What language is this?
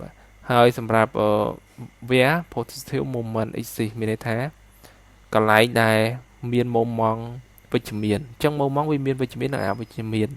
Khmer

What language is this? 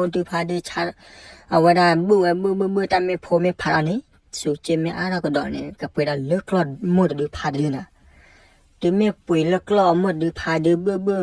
S'gaw Karen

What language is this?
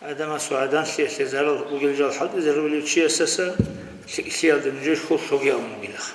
Avaric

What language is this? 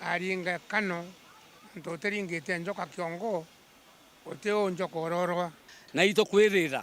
Meru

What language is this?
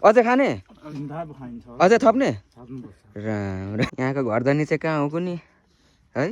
Nepali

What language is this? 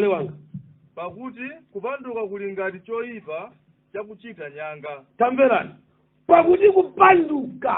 Nyanja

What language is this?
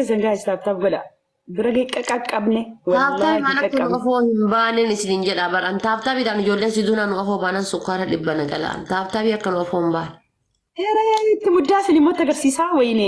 Oromo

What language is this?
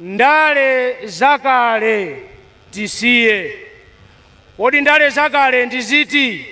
Nyanja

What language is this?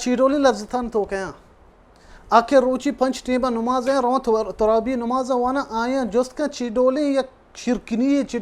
Baluchi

